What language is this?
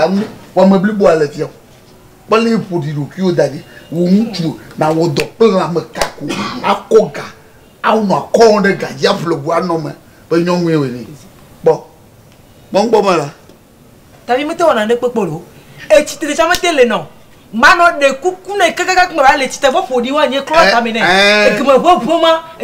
Ewe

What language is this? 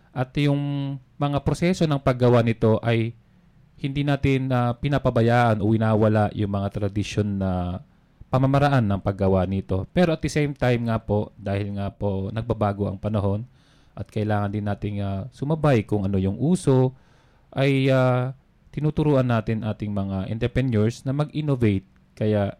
Filipino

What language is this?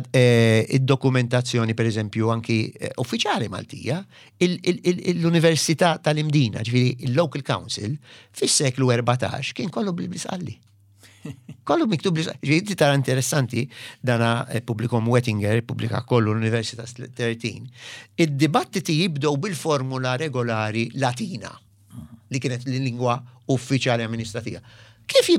Maltese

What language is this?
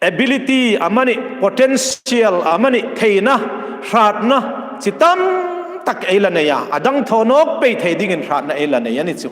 Hmar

